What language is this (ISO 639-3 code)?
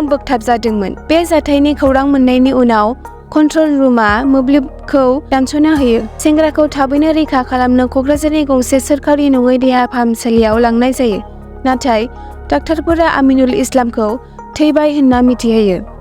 brx